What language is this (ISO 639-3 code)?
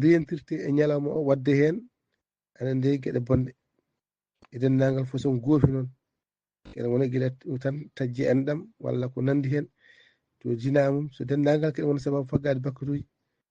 ful